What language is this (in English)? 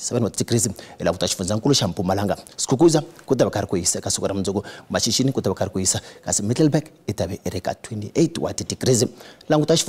Tsonga